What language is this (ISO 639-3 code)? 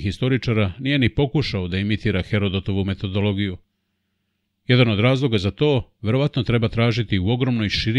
srp